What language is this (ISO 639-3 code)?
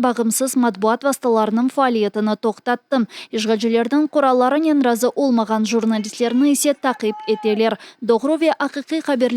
crh